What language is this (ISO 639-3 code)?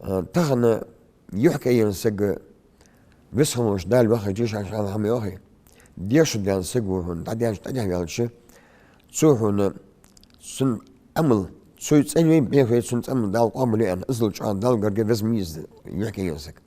inh